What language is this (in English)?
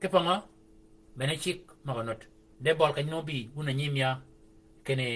Shilluk